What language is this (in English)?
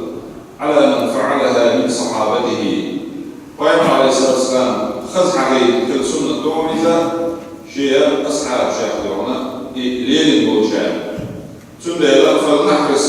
Chechen